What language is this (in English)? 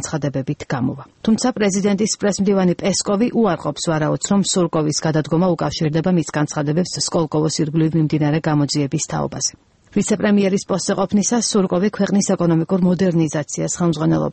Georgian